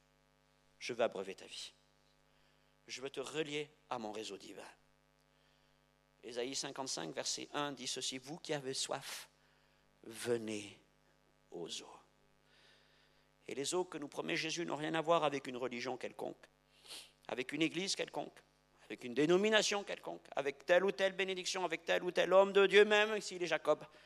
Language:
French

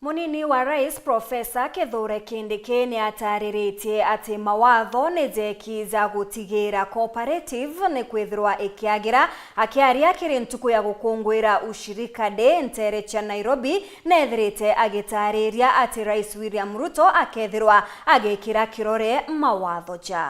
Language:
Meru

